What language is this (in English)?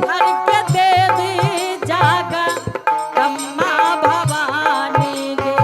Angika